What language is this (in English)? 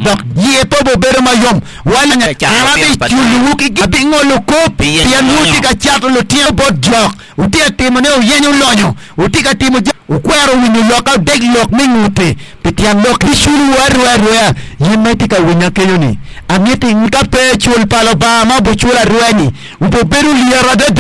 Acoli